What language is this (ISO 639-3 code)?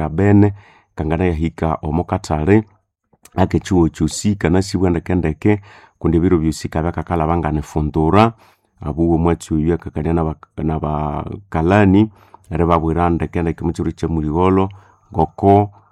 nnb